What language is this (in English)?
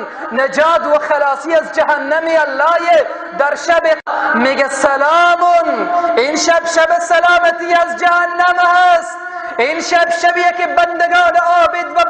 Tajik